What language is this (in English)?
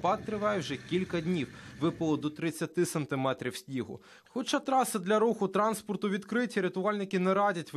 Ukrainian